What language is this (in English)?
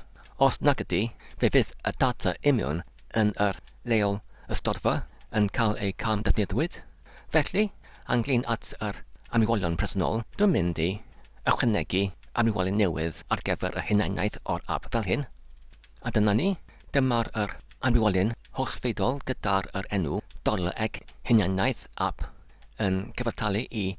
Welsh